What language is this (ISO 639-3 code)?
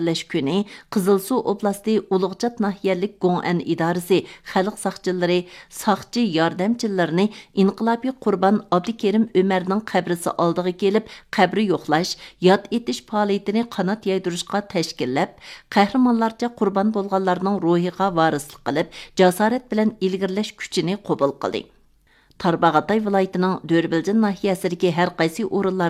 uig